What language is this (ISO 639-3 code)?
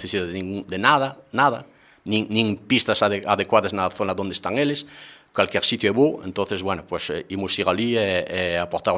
glg